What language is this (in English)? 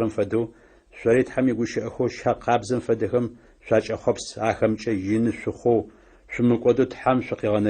Adyghe